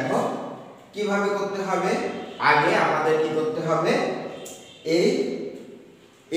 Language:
Bangla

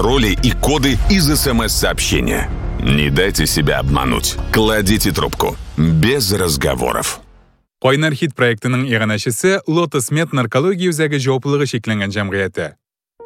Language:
Tatar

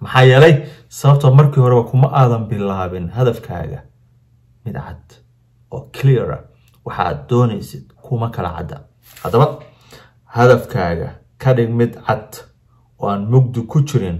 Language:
Somali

